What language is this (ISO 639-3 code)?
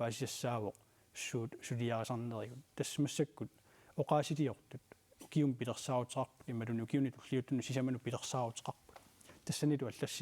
kal